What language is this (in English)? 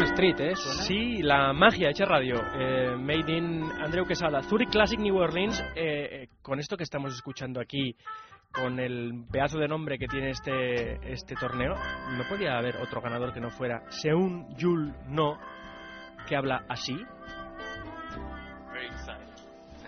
Spanish